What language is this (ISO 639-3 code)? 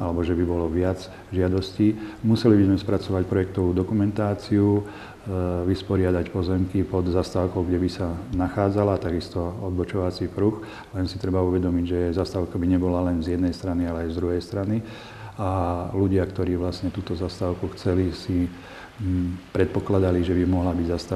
slk